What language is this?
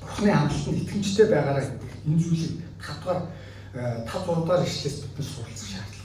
Mongolian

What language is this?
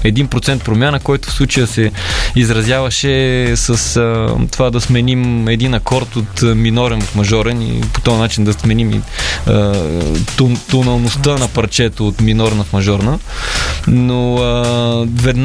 Bulgarian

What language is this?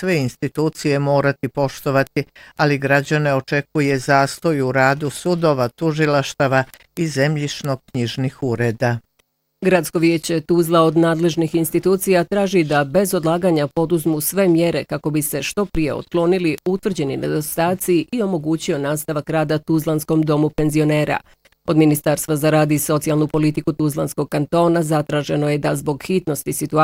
Bosnian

